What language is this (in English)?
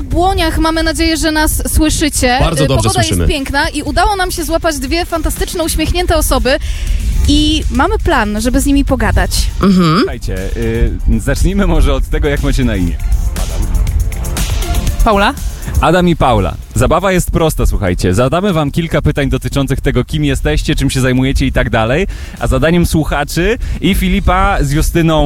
Polish